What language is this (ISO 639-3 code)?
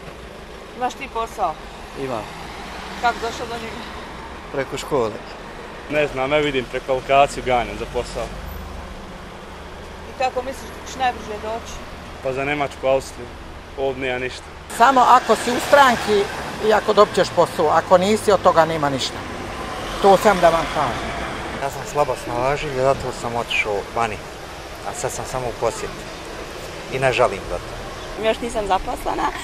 bos